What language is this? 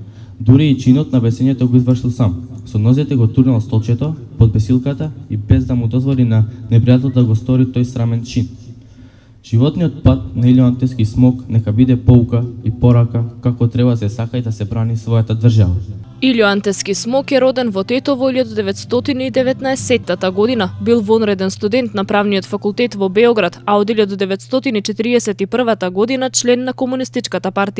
Macedonian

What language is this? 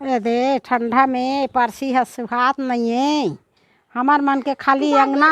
Chhattisgarhi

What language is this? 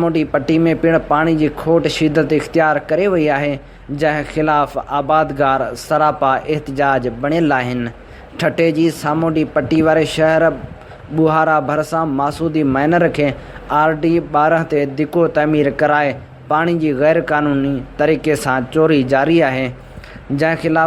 Sindhi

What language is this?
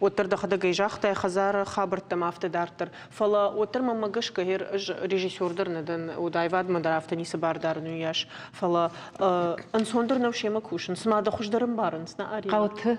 Ossetic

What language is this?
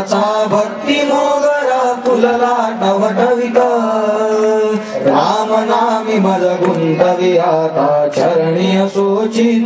Marathi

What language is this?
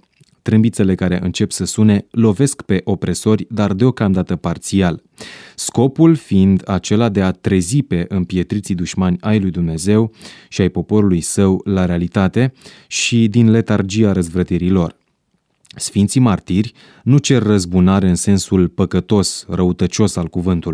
Romanian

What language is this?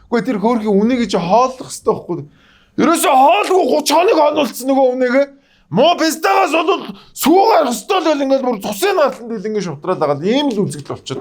Mongolian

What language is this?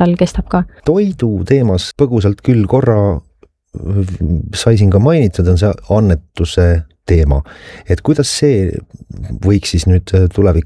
Estonian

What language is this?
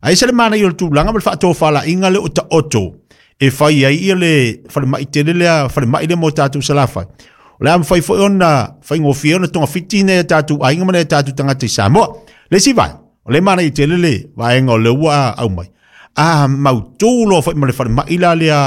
Samoan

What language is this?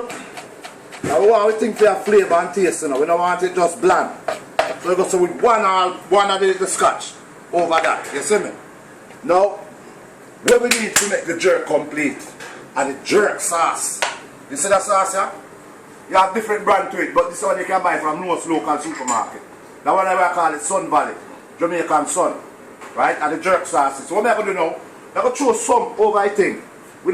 Jamaican Creole English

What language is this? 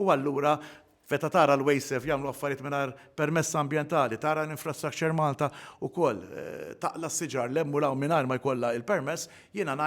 Maltese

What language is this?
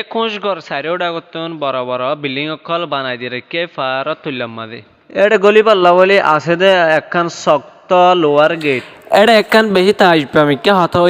Rohingya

